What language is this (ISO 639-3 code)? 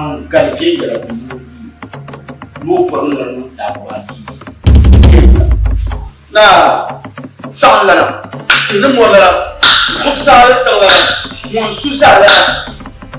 dag